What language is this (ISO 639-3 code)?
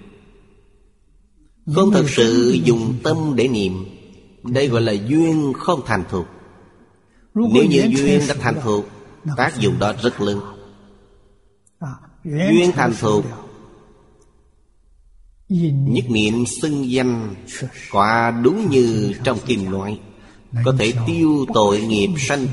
vie